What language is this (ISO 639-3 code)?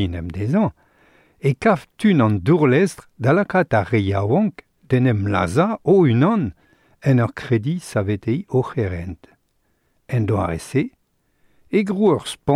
bre